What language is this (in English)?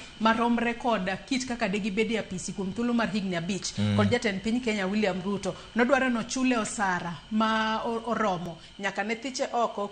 Luo (Kenya and Tanzania)